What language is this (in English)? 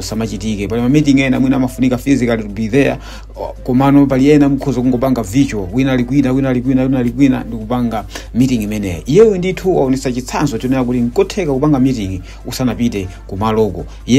Nyanja